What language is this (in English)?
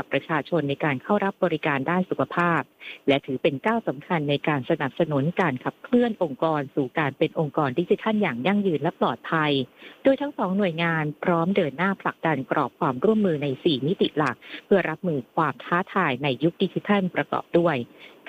Thai